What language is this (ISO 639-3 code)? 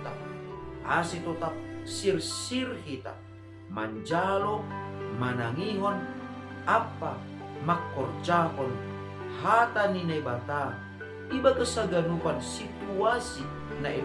bts